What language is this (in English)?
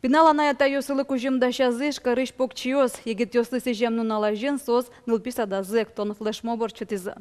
Udmurt